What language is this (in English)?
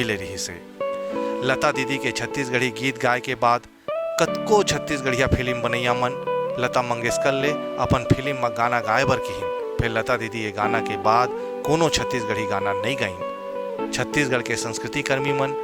Chhattisgarhi